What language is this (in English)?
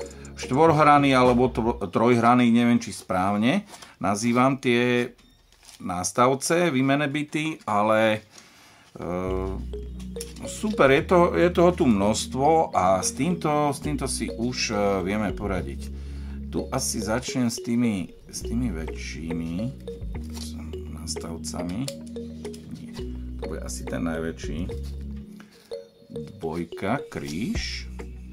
Slovak